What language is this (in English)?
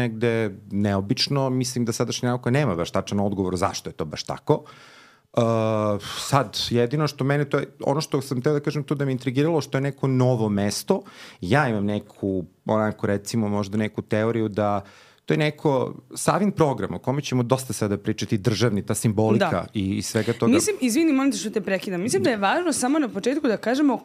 Serbian